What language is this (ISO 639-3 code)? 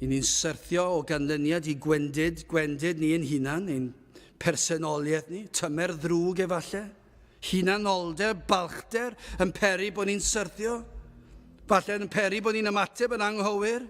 cym